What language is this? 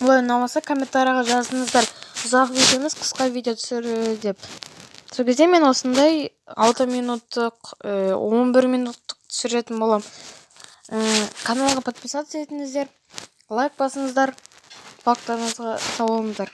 Kazakh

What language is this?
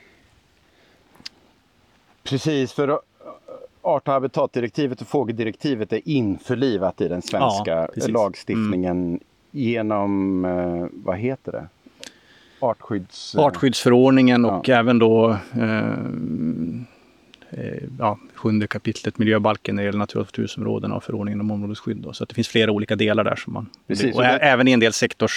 Swedish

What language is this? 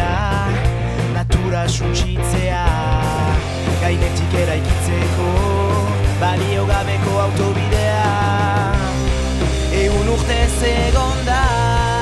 Basque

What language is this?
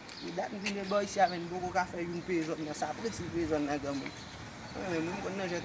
Haitian Creole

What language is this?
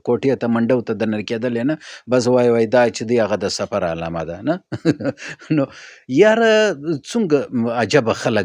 Pashto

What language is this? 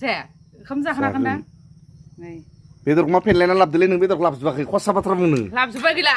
Bodo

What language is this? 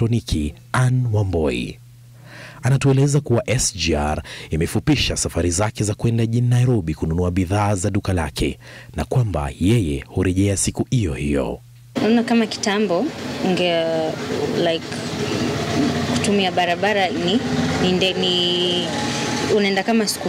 Swahili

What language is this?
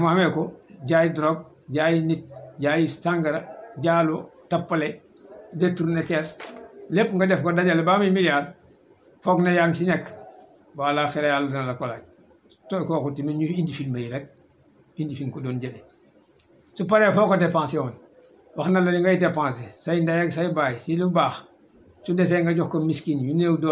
Wolof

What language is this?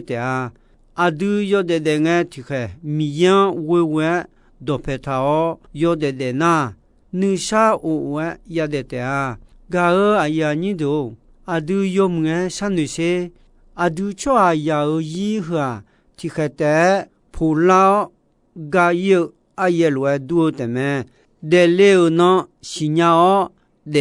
Akha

